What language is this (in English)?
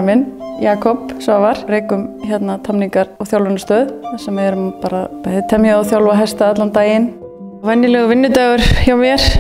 Icelandic